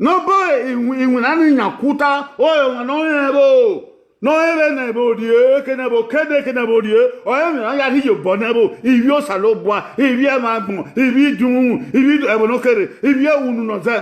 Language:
Bini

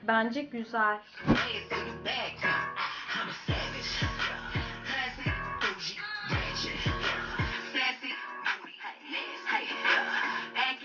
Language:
Turkish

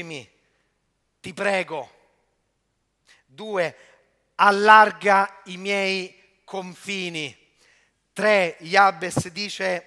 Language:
Italian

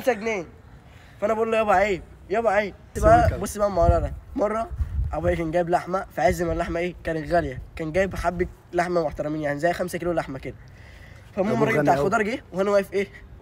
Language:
Egyptian Arabic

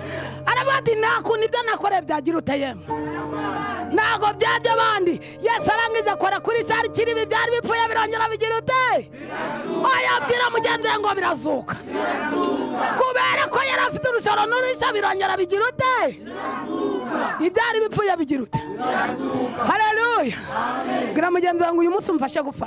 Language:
Kinyarwanda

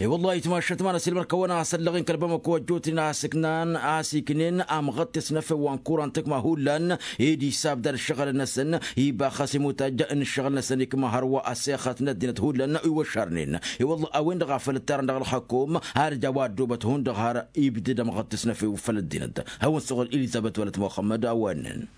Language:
Tamasheq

